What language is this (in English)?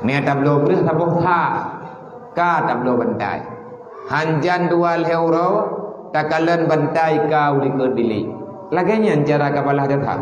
Achinese